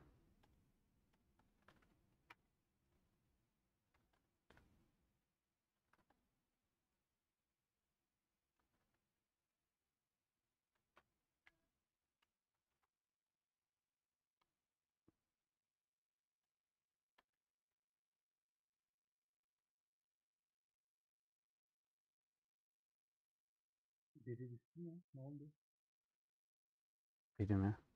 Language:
Turkish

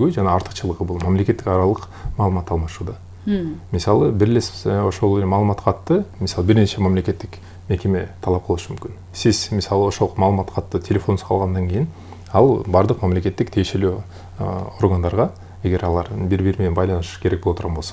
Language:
Kyrgyz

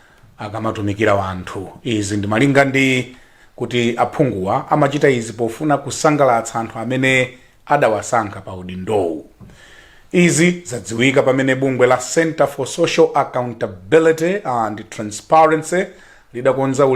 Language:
Nyanja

